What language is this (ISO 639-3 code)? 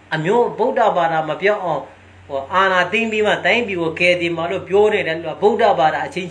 mya